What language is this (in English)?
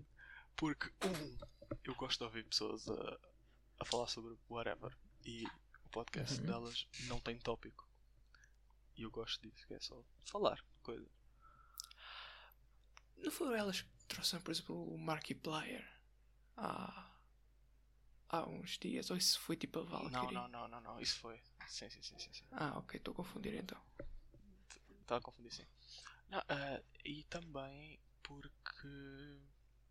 Portuguese